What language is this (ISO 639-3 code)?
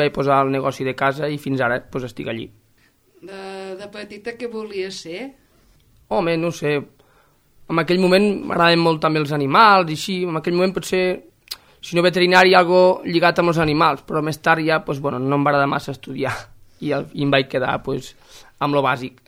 cat